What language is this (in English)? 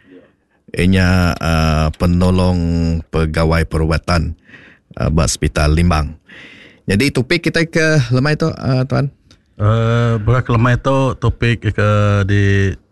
Iban